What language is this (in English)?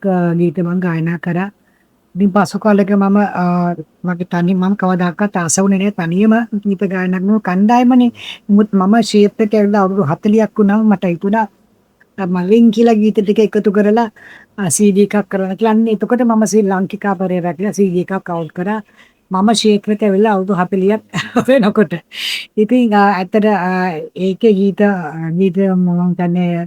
Sinhala